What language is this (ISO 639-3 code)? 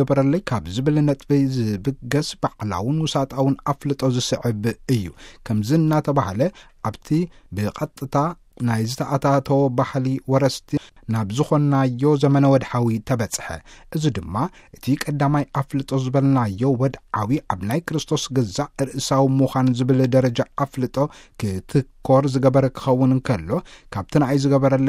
tir